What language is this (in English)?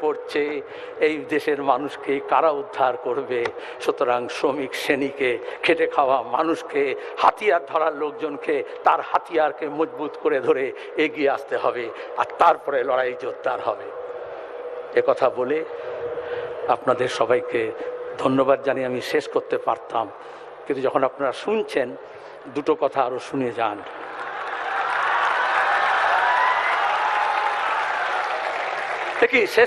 Bangla